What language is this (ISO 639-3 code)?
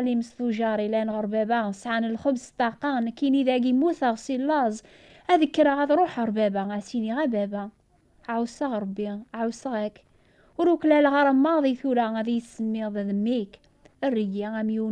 kab